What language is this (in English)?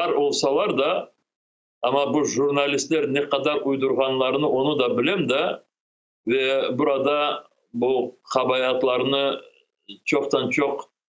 Crimean Tatar